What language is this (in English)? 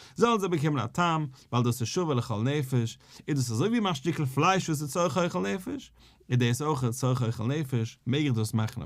Yiddish